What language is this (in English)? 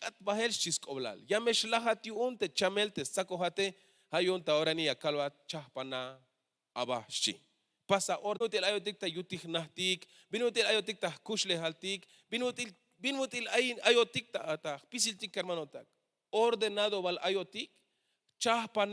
Tzeltal